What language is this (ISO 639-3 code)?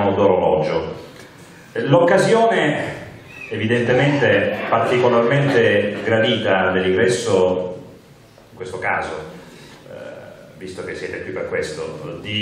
ita